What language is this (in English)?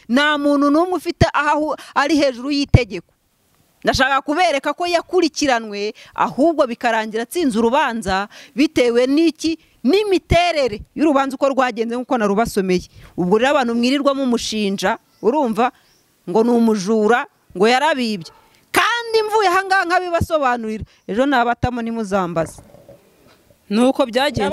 Kinyarwanda